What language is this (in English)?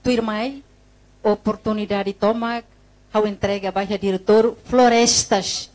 Tetum